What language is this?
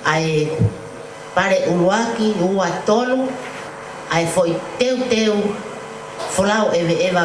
Tongan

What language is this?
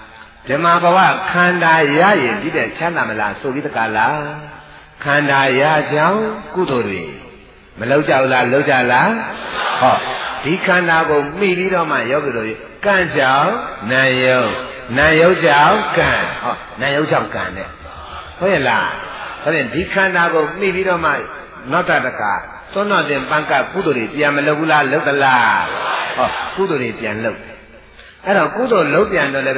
Burmese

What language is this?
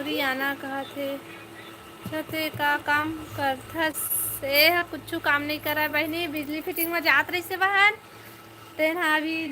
Chhattisgarhi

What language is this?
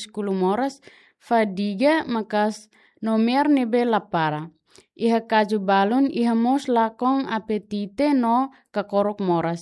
Tetum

